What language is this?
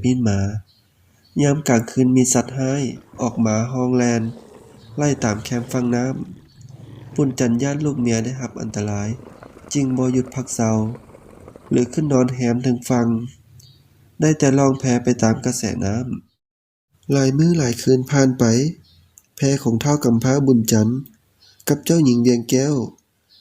Lao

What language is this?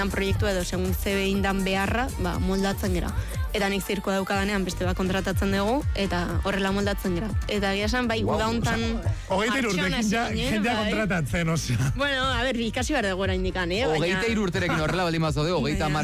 Basque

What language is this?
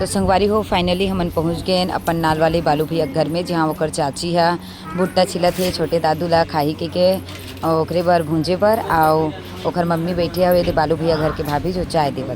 Chhattisgarhi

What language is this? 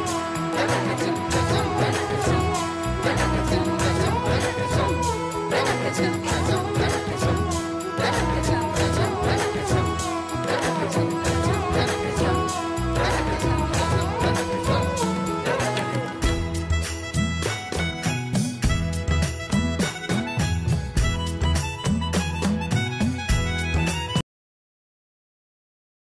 Hindi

